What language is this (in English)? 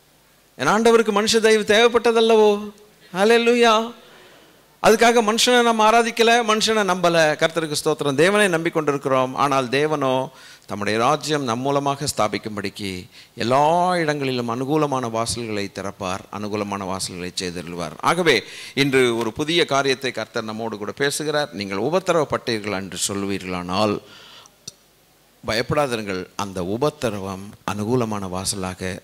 Tamil